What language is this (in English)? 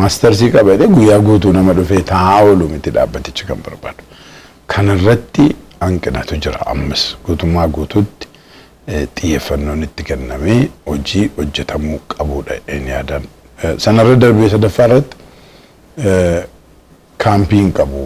Oromo